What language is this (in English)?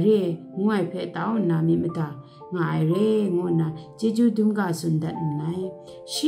Kachin